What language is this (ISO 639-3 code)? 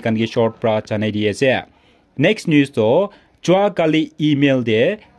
nag